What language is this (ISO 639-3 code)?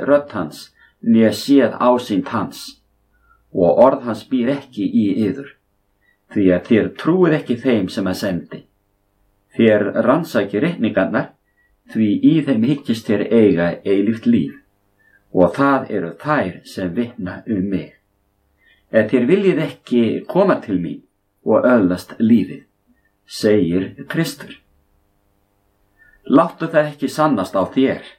isl